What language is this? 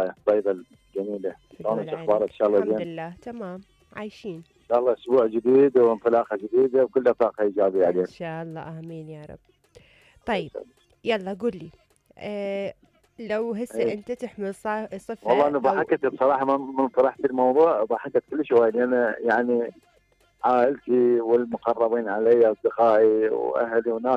Mesopotamian Arabic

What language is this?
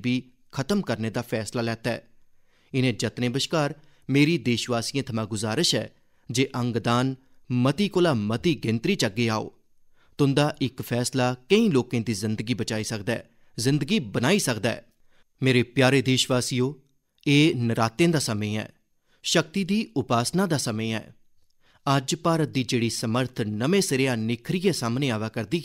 Dogri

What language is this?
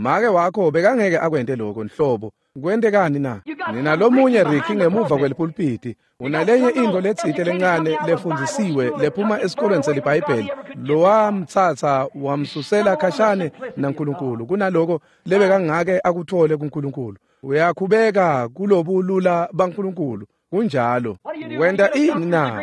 Swati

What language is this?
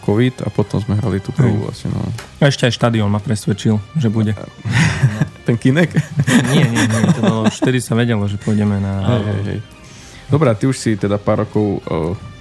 Slovak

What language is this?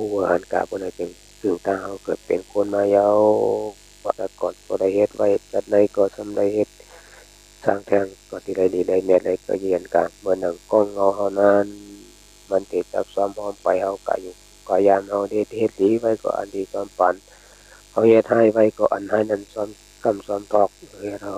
Shan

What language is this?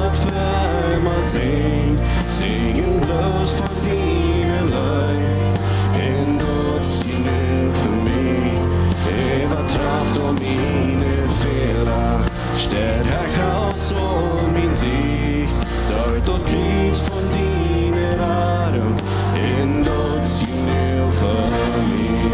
Plautdietsch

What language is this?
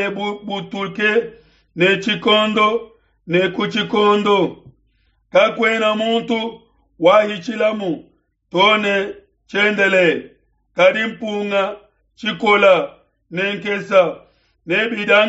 Luba-Lulua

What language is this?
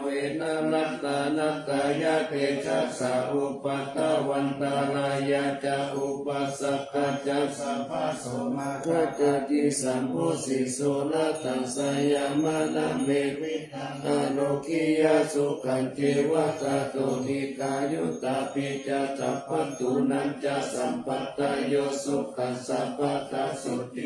Pali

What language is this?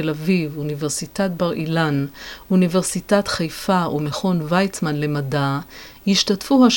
Hebrew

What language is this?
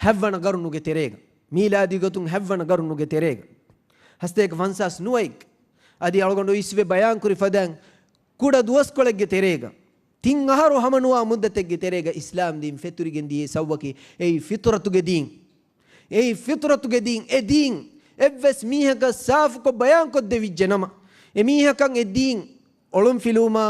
Divehi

